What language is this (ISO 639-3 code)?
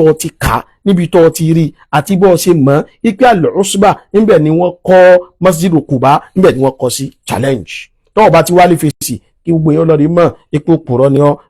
yor